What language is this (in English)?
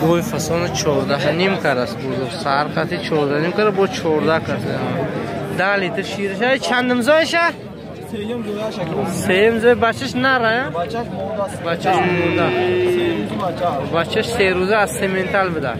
Tajik